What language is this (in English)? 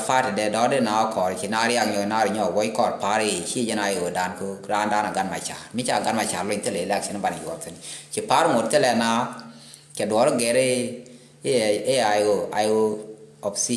Nuer